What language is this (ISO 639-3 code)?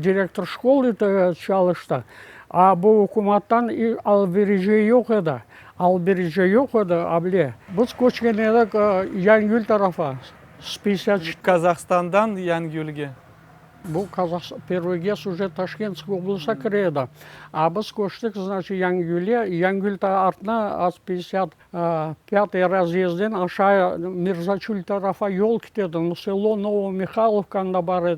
crh